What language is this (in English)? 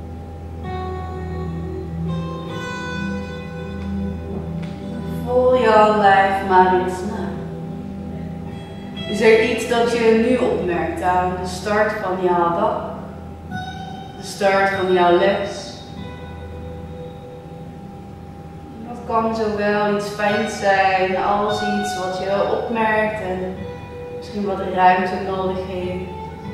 Dutch